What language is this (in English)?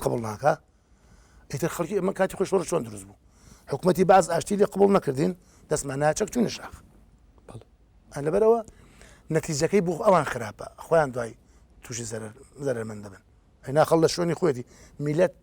Central Kurdish